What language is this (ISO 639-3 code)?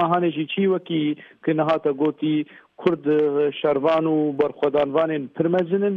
kur